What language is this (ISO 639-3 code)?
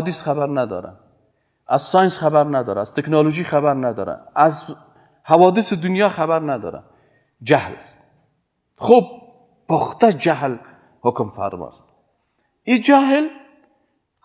fas